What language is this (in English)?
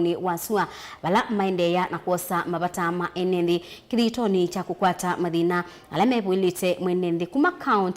Kamba